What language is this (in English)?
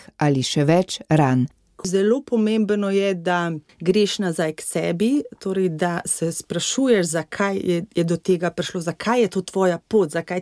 Slovenian